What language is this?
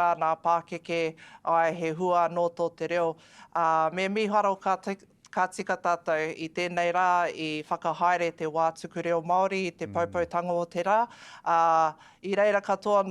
Māori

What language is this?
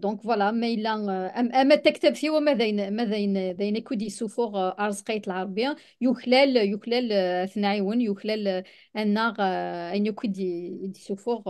Kabyle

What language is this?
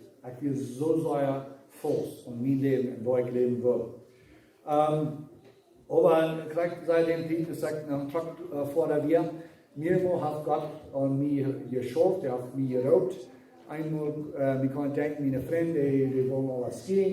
Plautdietsch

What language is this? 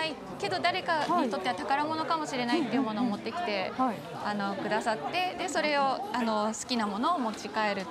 Japanese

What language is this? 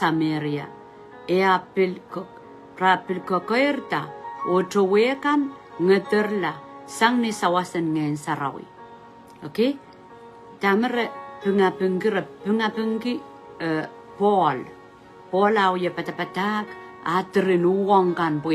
Pohnpeian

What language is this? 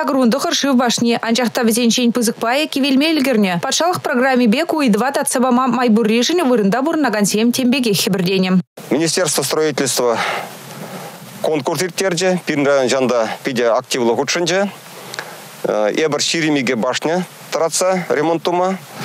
Chuvash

